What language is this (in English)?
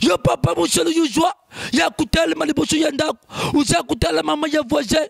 Lingala